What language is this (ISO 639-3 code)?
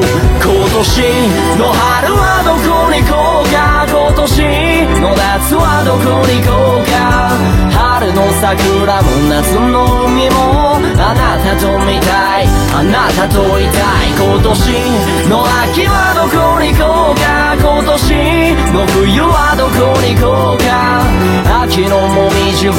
jpn